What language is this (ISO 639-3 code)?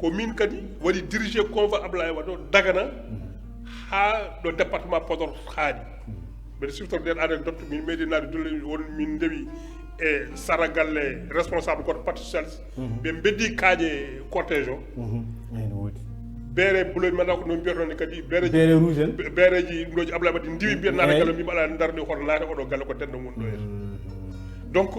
ful